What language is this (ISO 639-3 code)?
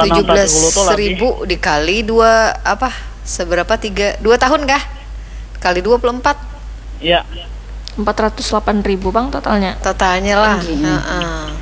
bjn